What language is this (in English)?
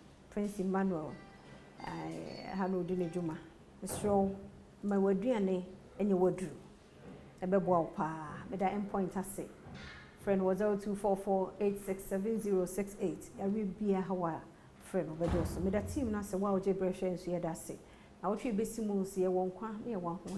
Akan